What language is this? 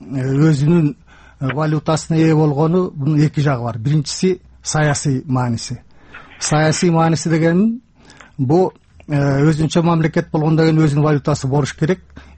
Kyrgyz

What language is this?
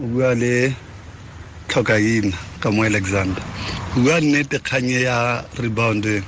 Tswana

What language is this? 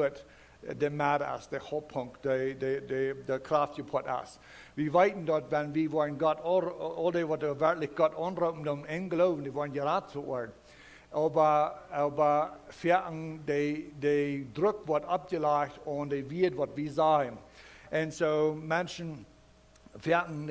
Plautdietsch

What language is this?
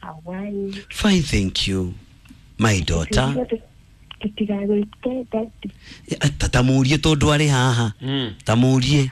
Kikuyu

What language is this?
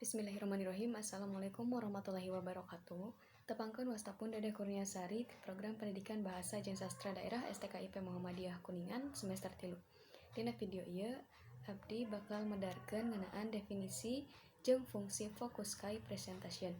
Sundanese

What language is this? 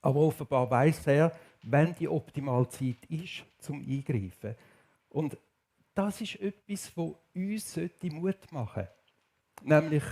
Swiss German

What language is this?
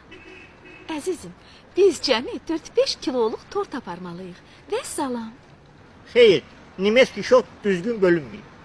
Azerbaijani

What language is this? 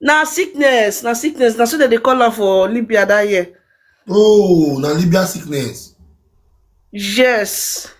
Nigerian Pidgin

